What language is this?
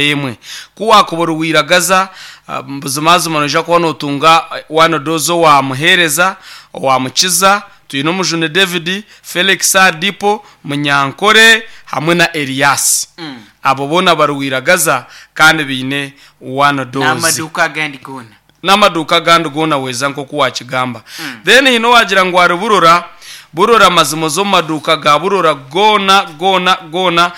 Nyankole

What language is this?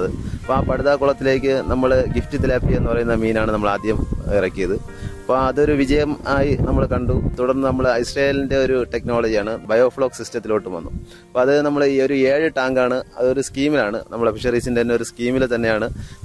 Malayalam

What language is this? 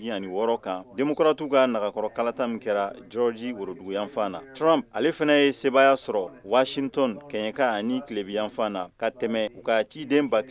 Bambara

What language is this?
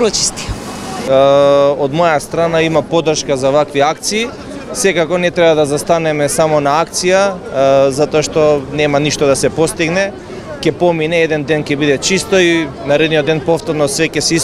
Macedonian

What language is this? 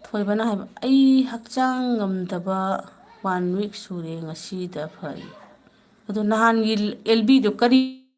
Manipuri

